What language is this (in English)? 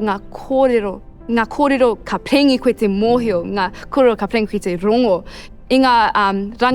Māori